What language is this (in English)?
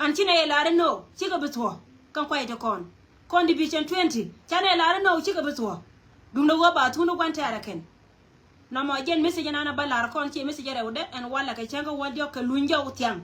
Nuer